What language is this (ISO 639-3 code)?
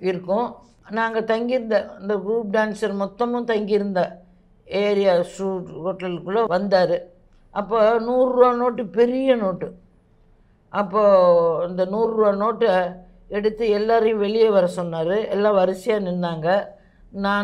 tam